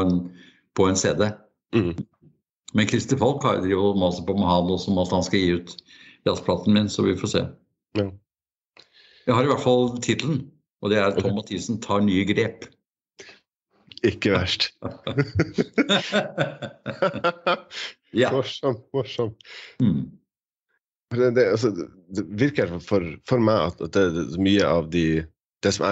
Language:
Norwegian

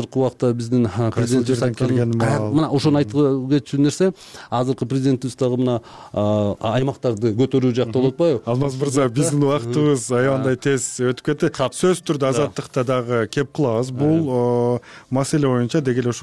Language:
Kyrgyz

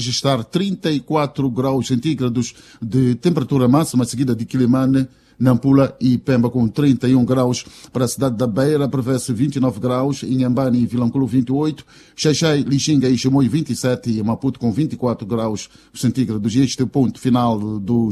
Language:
Portuguese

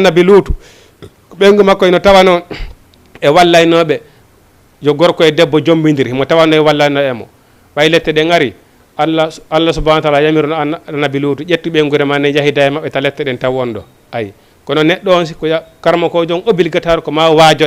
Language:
Fula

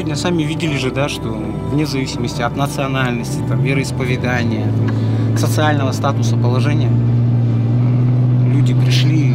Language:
Russian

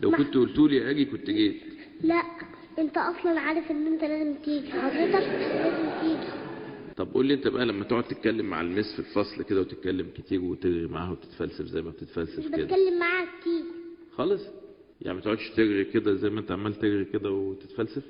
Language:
Egyptian Arabic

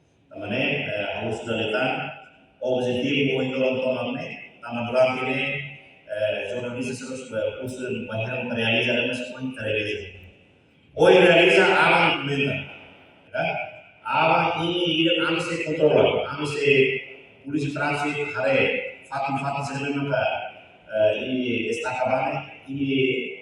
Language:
Tetum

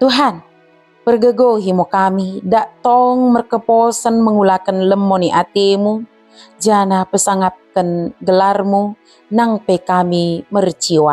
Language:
Batak Dairi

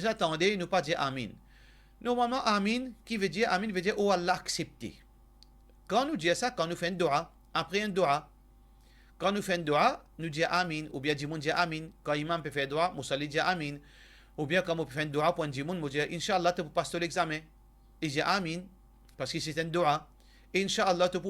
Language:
Morisyen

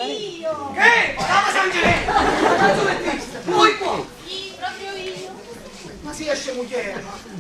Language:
Neapolitan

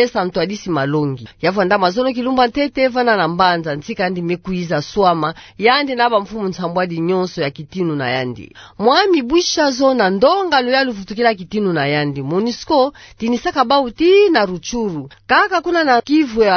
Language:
Kituba (Democratic Republic of Congo)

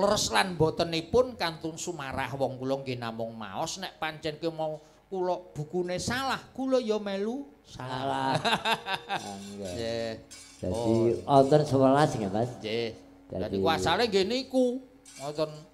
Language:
Javanese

